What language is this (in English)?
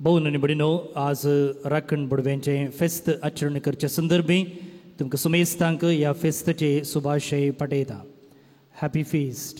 Konkani